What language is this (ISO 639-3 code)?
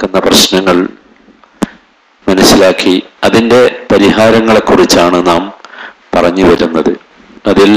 mal